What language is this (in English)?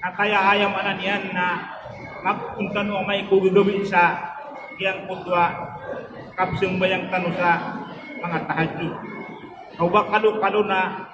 Maranao